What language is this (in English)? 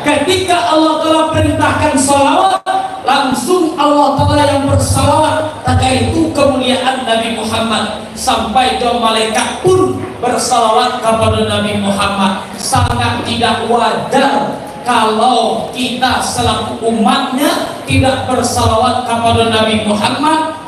Minangkabau